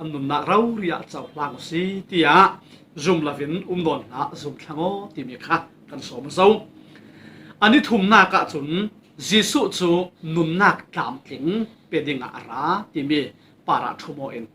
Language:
Falam Chin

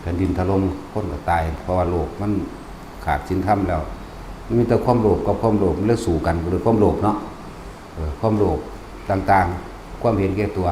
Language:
Northeastern Thai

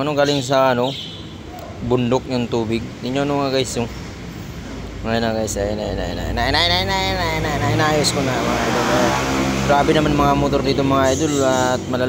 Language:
Filipino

